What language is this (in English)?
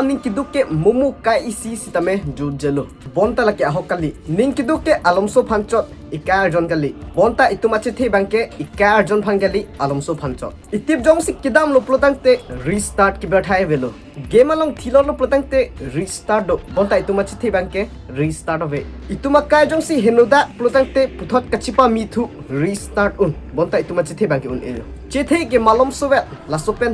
Karbi